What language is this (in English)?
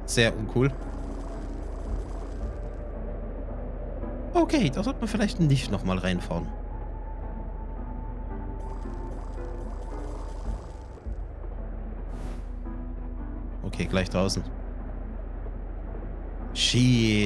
German